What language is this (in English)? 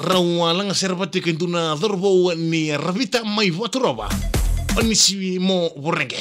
Fijian